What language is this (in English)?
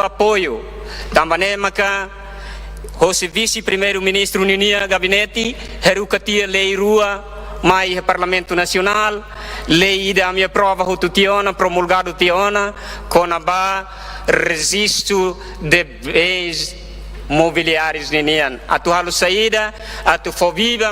Tetum